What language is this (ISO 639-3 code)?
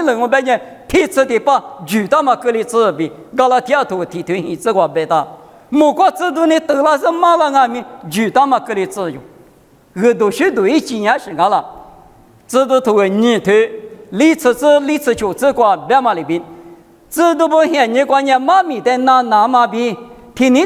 lis